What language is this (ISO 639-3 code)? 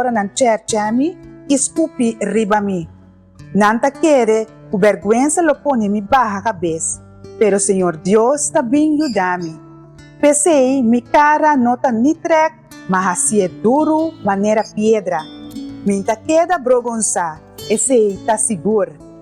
pap